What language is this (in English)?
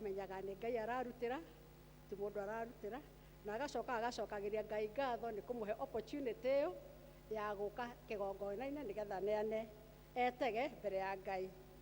Kikuyu